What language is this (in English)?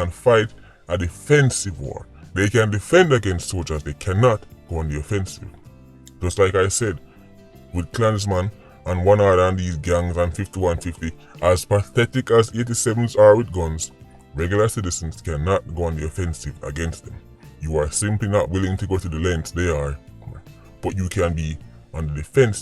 Jamaican Creole English